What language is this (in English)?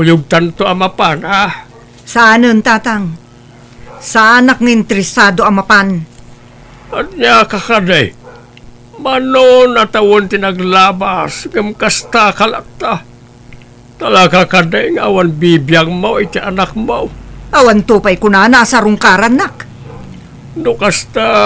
Iloko